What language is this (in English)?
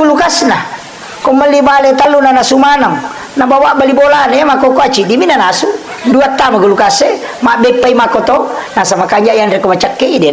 Buginese